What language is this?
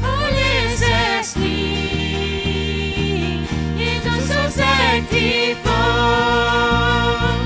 Plautdietsch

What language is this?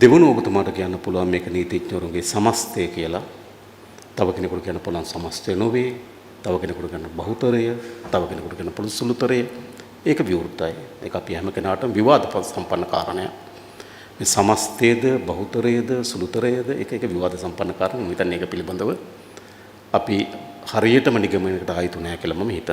Sinhala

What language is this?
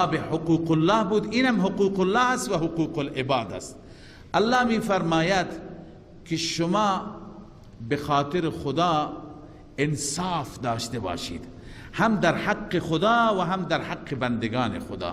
Persian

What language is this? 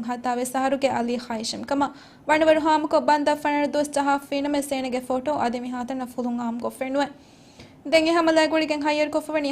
Divehi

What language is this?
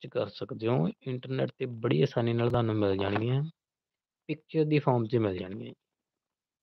Punjabi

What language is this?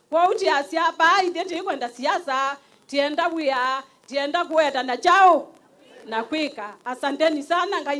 Kamba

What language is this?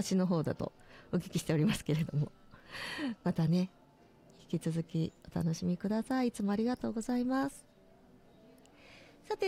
Japanese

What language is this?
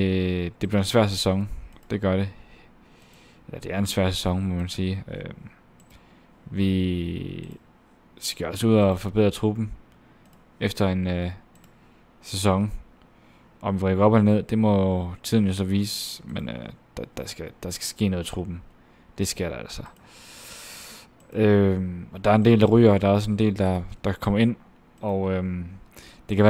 Danish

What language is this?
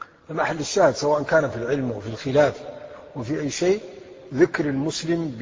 Arabic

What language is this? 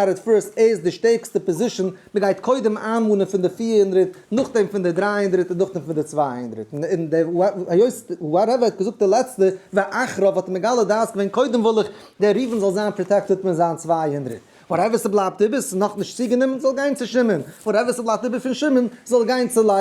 Yiddish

